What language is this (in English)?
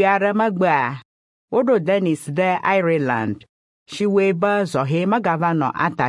Ewe